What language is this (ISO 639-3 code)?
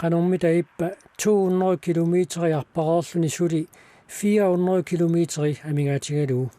kal